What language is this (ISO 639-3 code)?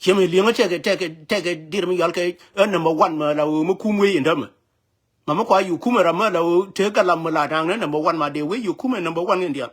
nus